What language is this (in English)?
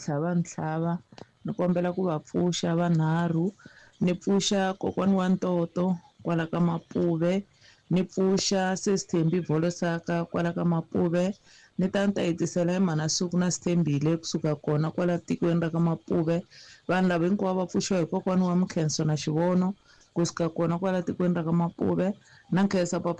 Tsonga